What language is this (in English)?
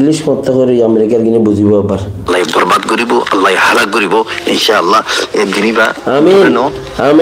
Rohingya